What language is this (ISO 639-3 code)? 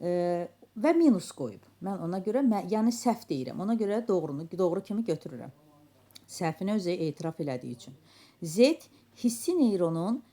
aze